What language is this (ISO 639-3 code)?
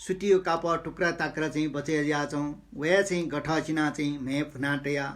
new